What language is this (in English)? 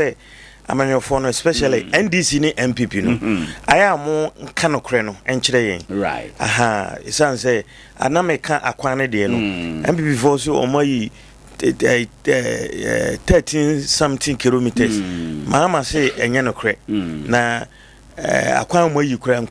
Akan